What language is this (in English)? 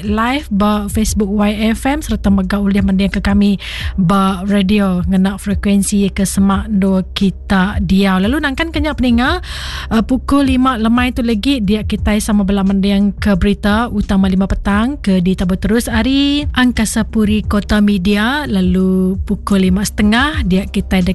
Iban